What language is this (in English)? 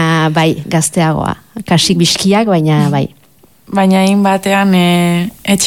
Basque